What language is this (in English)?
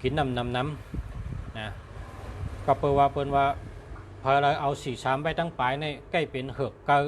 Shan